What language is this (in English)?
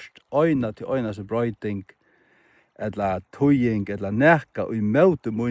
Faroese